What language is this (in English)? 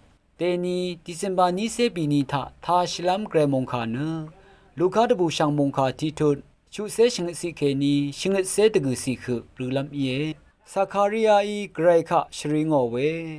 Rawang